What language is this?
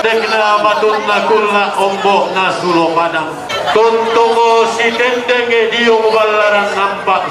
Toraja-Sa'dan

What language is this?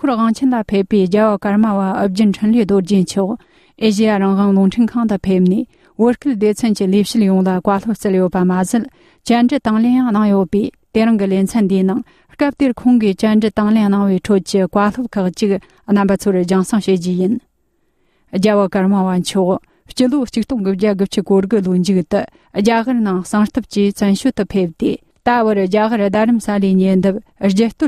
Tibetan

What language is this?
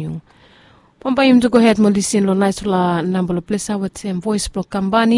Bislama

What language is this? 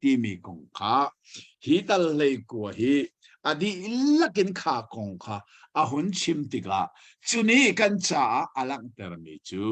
Hakha Chin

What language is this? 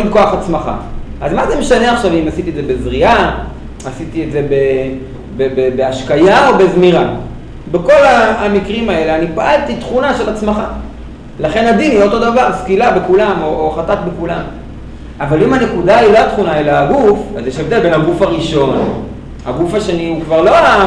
Hebrew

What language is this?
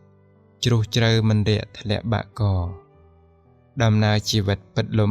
Khmer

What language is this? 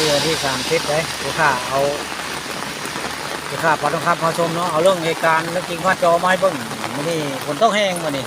Northeastern Thai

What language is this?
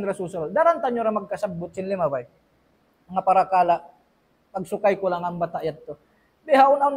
Tausug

